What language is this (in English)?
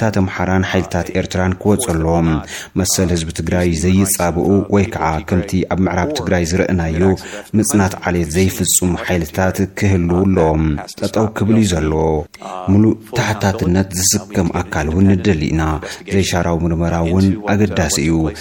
Tigrinya